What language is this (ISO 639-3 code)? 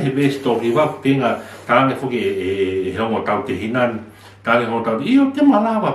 ton